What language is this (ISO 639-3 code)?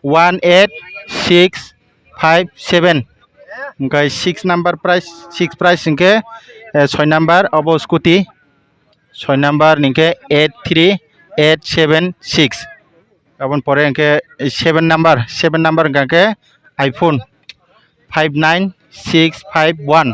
trp